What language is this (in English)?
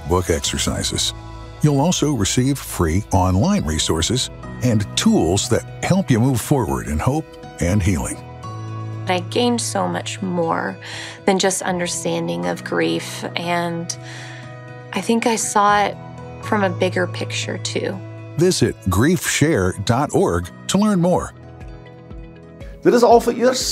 Afrikaans